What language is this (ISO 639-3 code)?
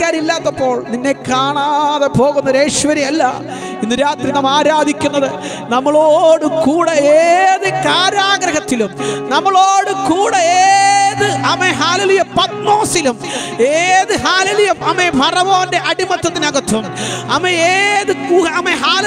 mal